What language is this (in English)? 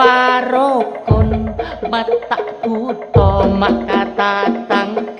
Madurese